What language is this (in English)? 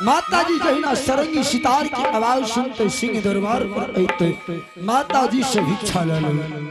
Angika